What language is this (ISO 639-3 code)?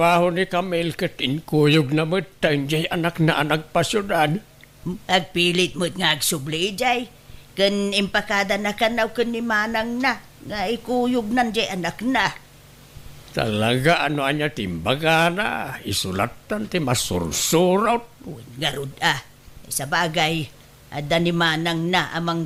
ilo